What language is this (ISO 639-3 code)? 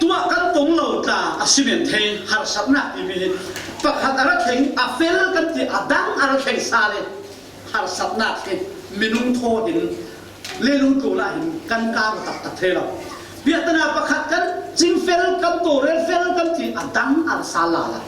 cfm